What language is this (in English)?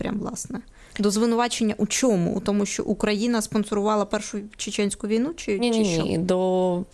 Ukrainian